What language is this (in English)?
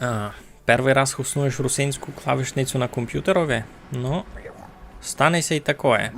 Rusyn